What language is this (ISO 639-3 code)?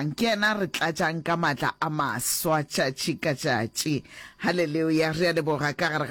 nso